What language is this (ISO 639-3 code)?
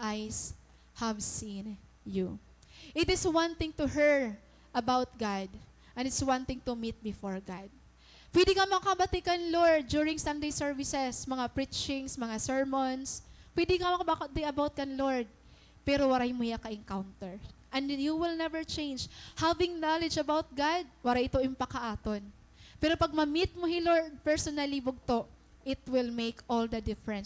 war